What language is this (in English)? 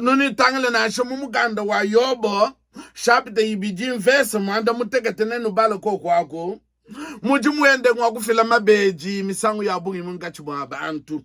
Luba-Lulua